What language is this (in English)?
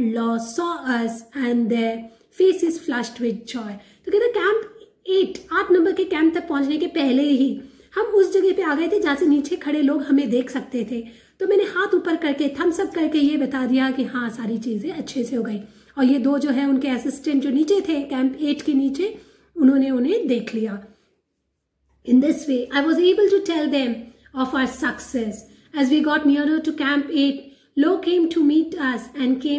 Hindi